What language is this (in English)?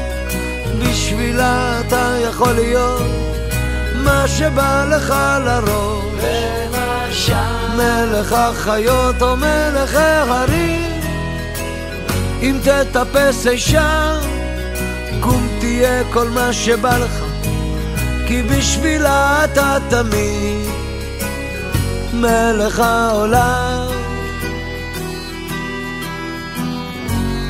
Hebrew